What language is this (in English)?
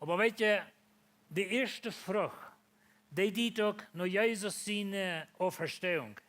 Plautdietsch